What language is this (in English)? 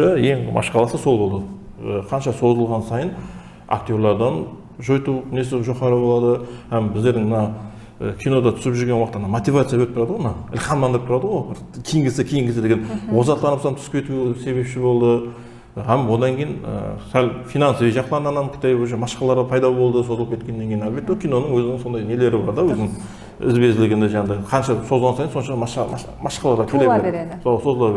Kara-Kalpak